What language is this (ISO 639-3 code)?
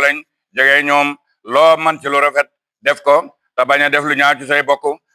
wol